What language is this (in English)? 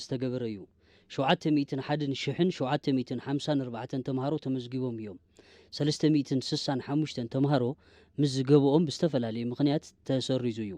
Tigrinya